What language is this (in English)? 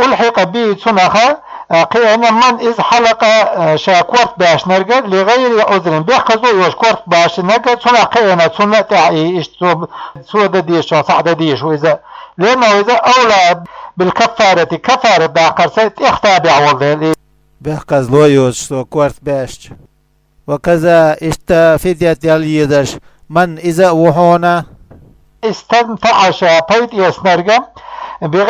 Chechen